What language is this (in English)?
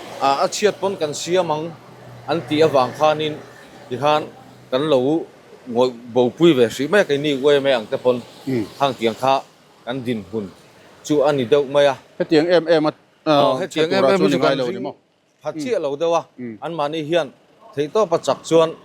Mizo